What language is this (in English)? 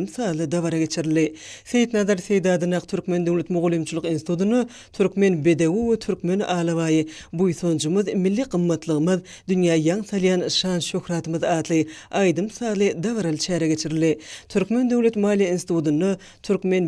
Turkmen